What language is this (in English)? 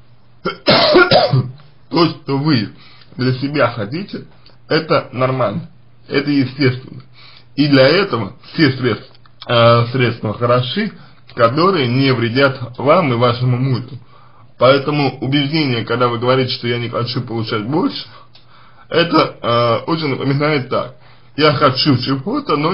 Russian